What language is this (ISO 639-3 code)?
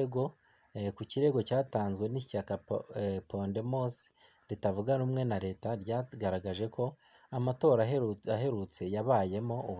kin